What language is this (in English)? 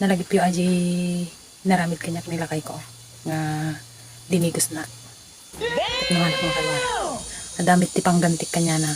Iloko